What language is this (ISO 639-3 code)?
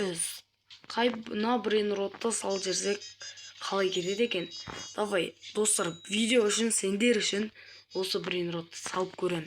kaz